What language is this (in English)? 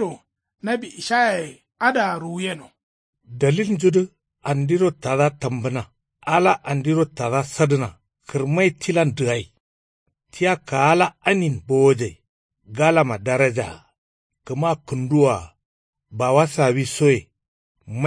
Kanuri